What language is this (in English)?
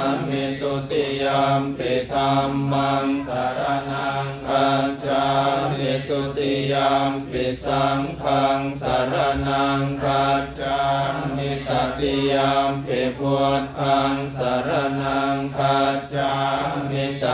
Pali